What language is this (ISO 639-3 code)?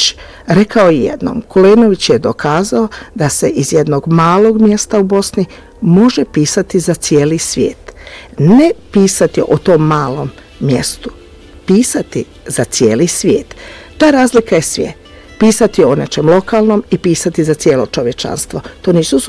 bos